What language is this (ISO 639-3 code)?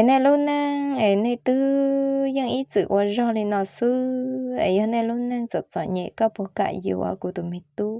hmn